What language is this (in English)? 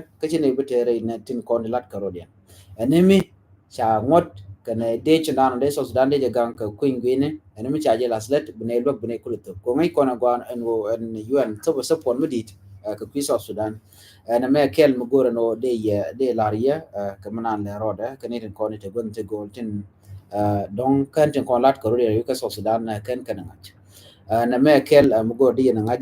Nuer